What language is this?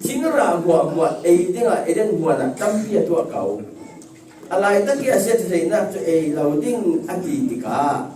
Falam Chin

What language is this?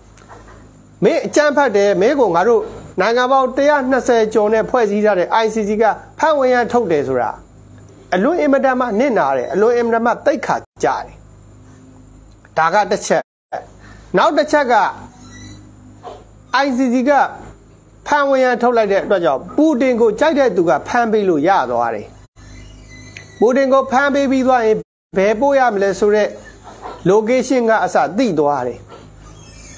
Burmese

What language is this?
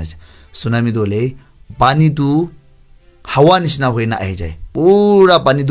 Naga Pidgin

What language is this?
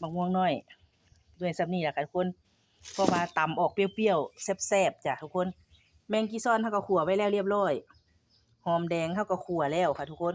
Northeastern Thai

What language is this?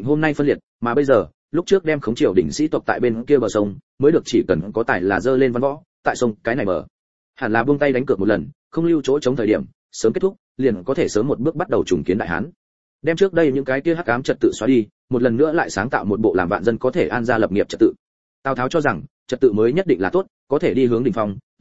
Vietnamese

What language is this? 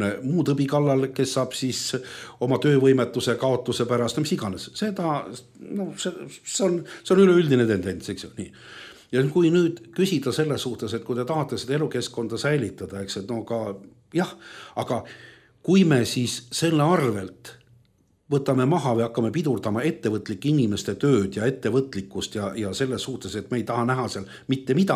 Estonian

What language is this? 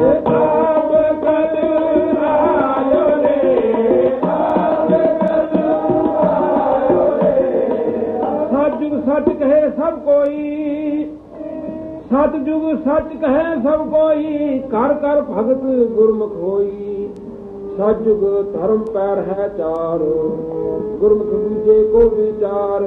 Punjabi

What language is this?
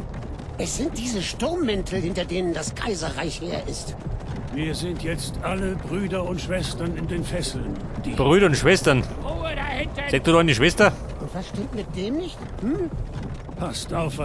Bavarian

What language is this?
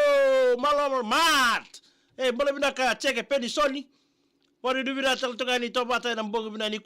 Fijian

